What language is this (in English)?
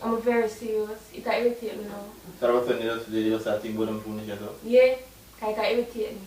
Jamaican Creole English